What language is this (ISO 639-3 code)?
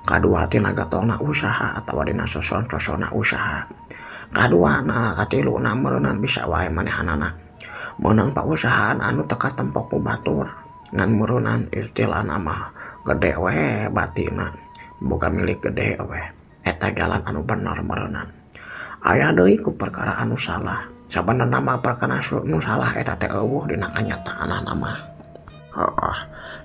sun